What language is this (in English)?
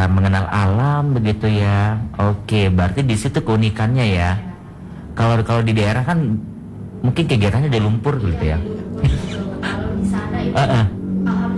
Indonesian